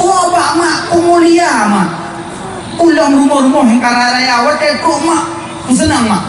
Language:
Achinese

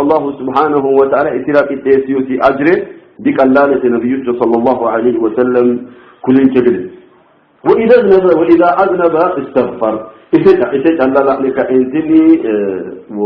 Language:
Sidamo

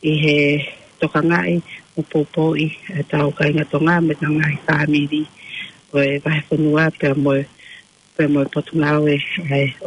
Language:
Tongan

